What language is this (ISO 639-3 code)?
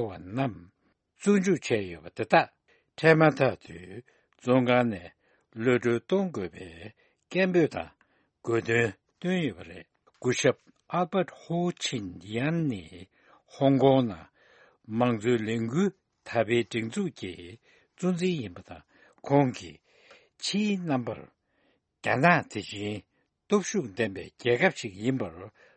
bod